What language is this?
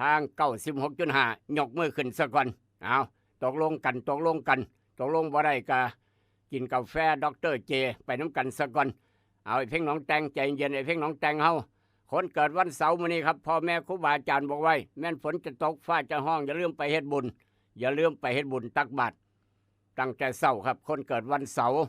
Northeastern Thai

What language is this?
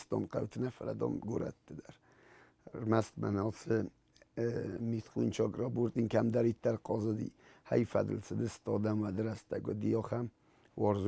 Ossetic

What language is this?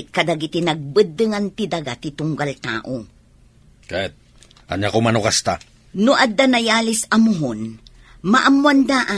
Iloko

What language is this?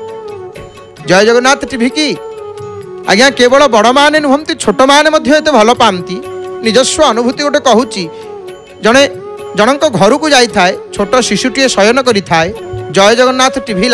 Odia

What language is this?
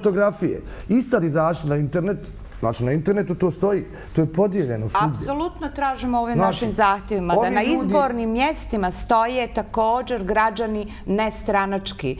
Bosnian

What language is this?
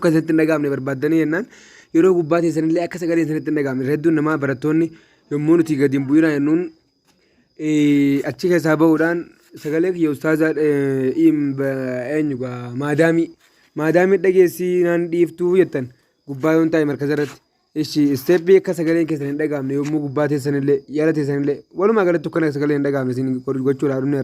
Oromo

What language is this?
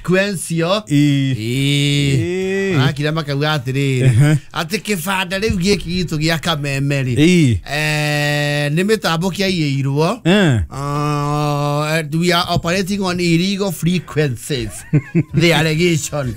Kikuyu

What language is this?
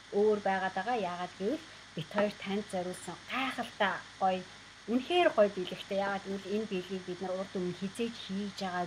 Mongolian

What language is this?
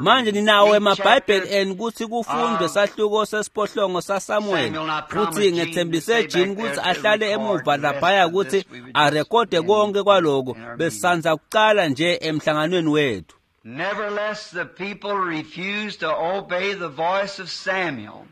Swati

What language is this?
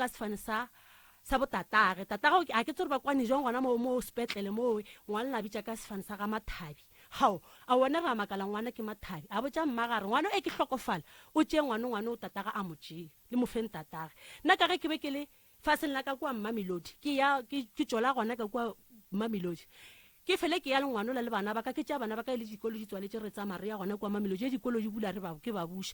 Northern Sotho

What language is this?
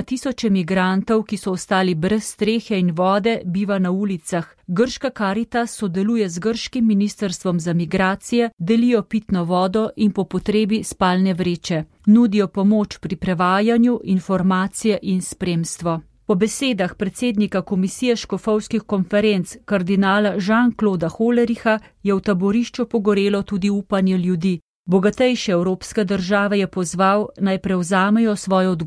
Slovenian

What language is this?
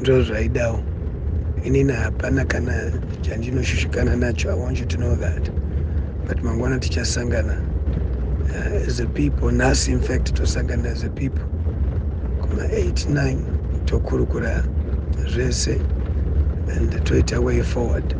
Shona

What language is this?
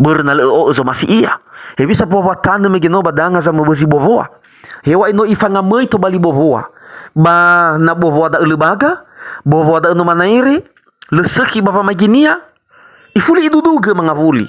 Nias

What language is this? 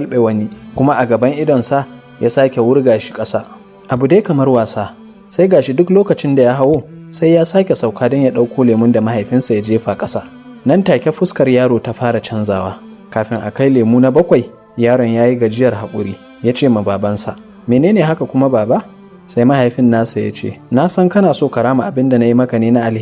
Hausa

